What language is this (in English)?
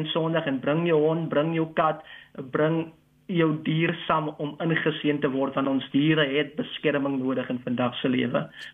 Afrikaans